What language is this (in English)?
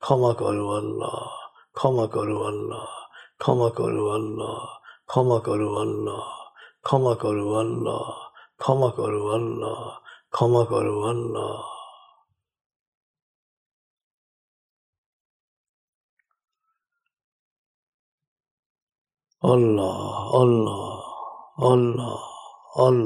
Bangla